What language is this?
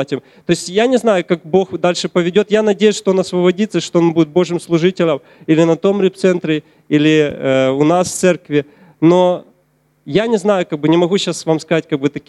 Russian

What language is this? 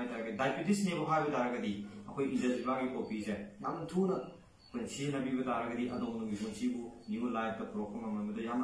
Manipuri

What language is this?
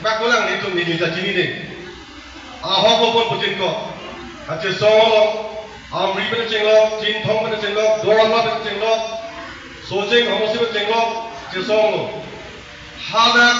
Karbi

